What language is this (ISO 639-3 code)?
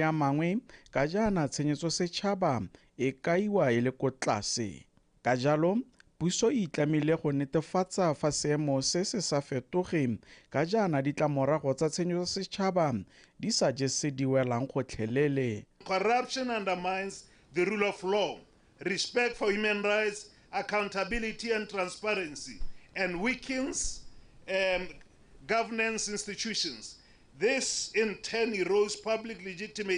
tsn